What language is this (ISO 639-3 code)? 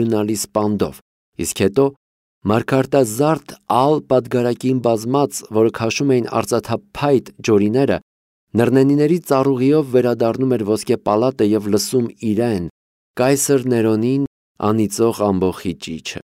hye